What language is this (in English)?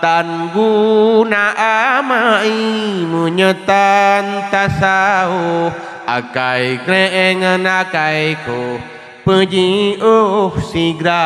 Achinese